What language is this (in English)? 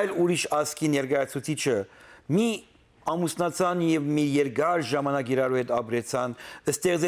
Western Armenian